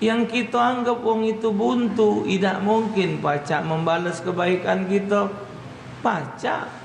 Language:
Musi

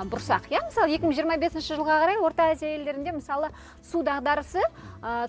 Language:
Kazakh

